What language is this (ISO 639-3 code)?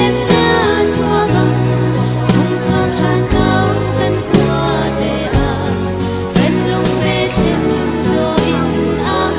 cnh